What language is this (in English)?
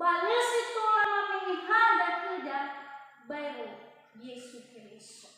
Nias